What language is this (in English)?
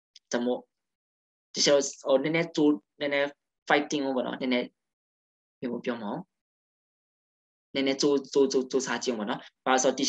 Burmese